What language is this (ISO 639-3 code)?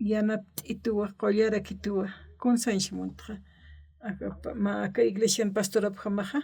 aym